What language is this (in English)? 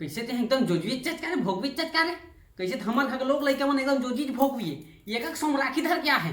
Chhattisgarhi